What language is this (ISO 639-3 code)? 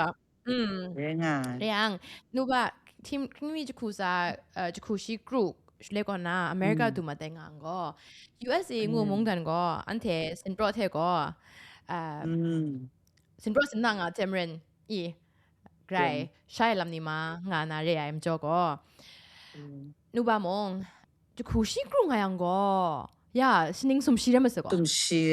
kac